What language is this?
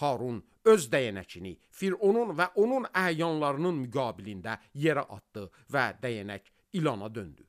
Azerbaijani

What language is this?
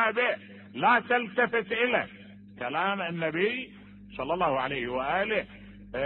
Mesopotamian Arabic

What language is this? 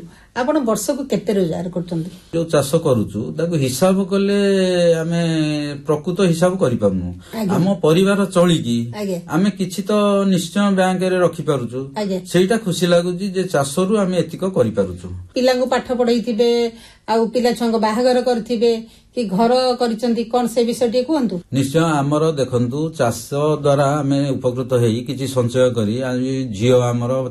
Odia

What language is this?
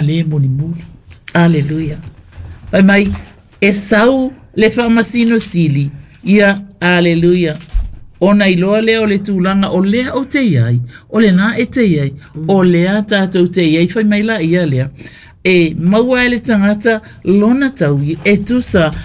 Samoan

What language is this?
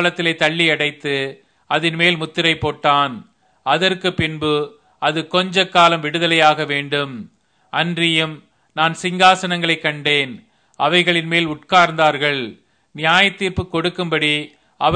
Tamil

